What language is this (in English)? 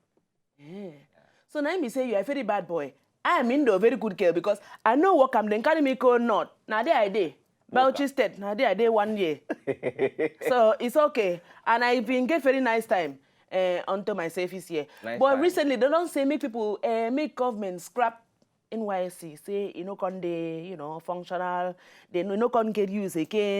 Nigerian Pidgin